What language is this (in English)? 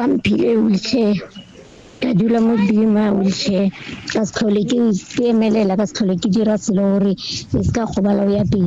Southern Sotho